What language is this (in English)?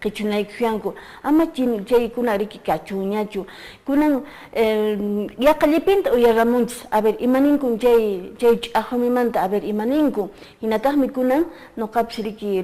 Quechua